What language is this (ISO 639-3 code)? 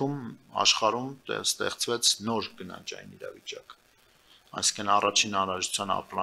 hye